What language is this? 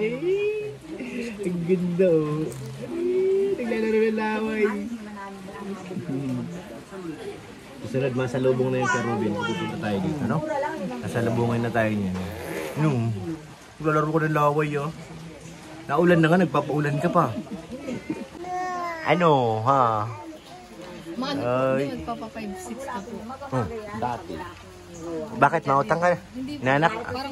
Filipino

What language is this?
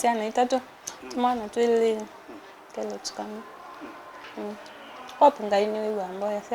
Kamba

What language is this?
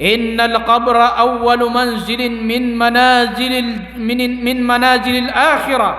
Maranao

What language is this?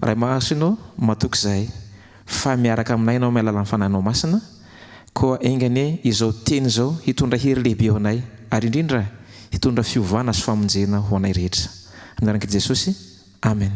Malagasy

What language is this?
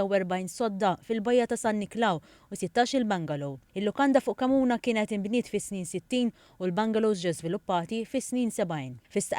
Maltese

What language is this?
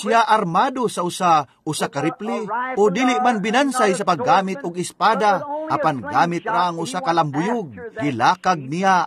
Cebuano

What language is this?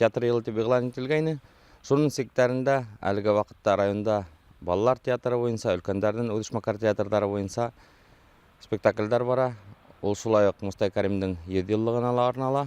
Bashkir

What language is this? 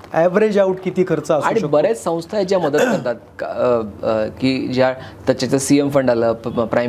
Marathi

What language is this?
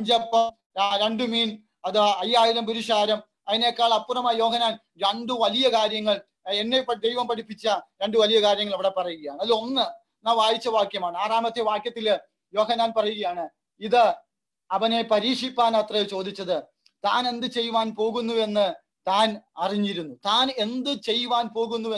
Malayalam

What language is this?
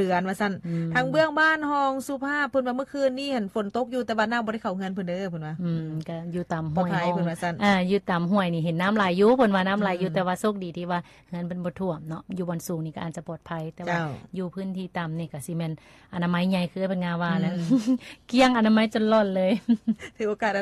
Lao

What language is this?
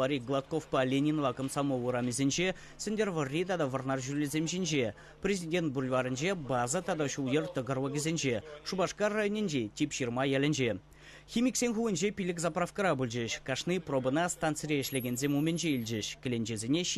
Chuvash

